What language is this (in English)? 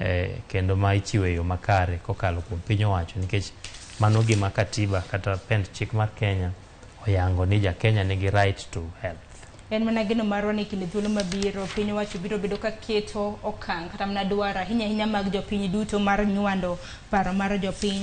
Luo (Kenya and Tanzania)